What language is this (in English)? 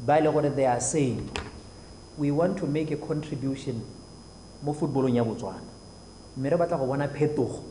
Tswana